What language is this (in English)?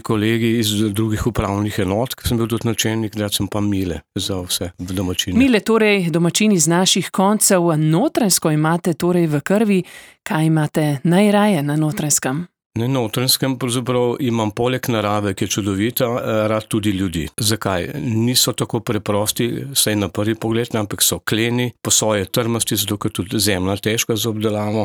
Slovenian